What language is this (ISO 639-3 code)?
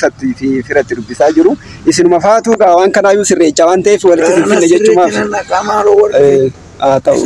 orm